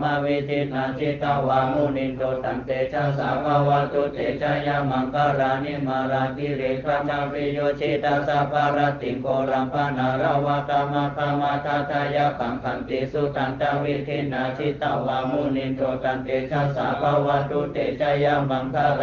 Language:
Pali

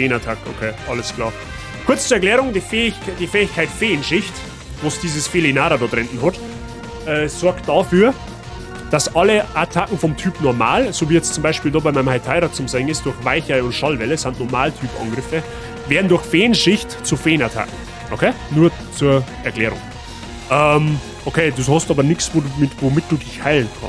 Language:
Bavarian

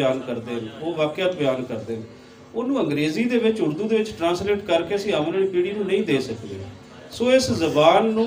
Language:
Punjabi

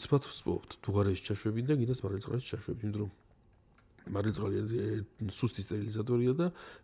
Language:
Georgian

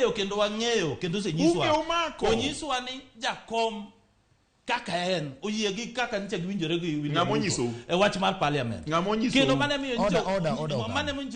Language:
Luo (Kenya and Tanzania)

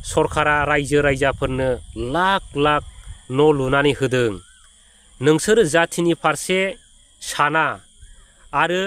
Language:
Bodo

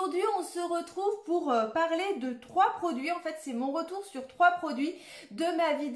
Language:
French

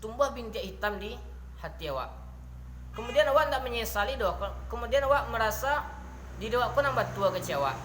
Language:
Minangkabau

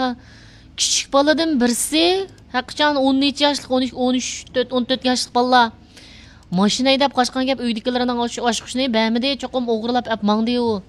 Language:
Uyghur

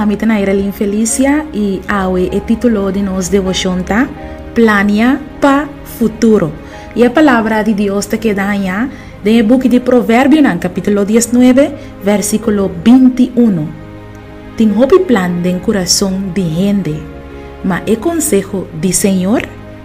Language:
Papiamento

